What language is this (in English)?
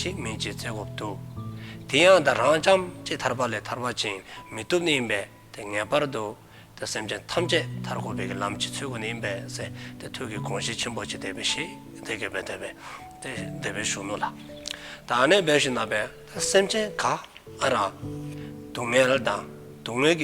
Dzongkha